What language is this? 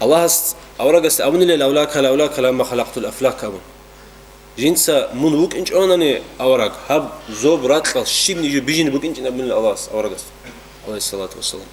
Avaric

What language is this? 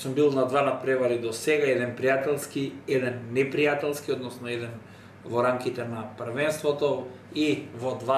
Macedonian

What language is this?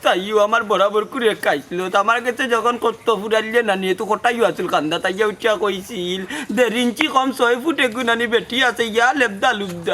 Sylheti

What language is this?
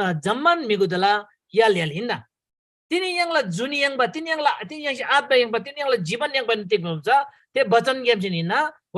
Eastern Tamang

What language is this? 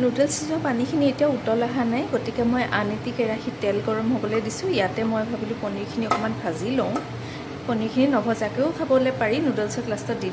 Assamese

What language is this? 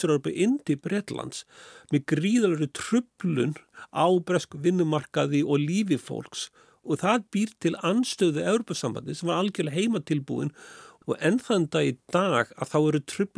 Icelandic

